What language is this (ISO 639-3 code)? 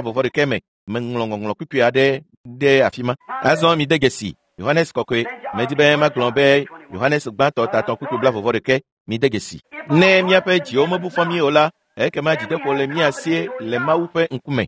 ewe